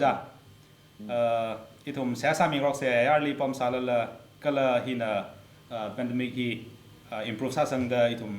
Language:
Tangkhul Naga (India)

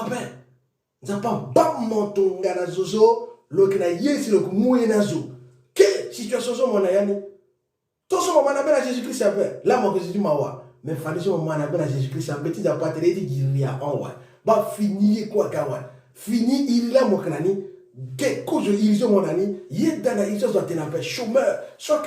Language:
Sango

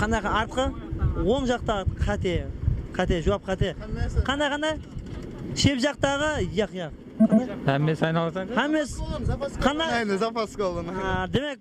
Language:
Kara-Kalpak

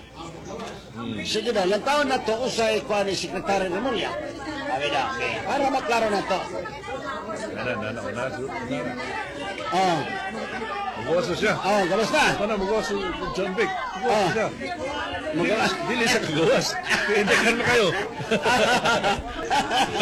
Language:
Cebuano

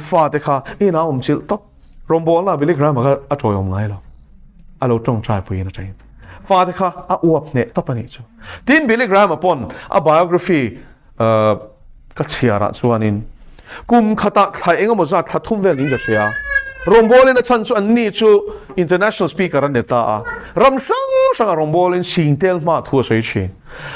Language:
Mizo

